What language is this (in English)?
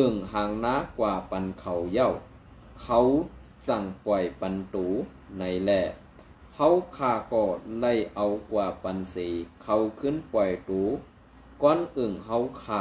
Shan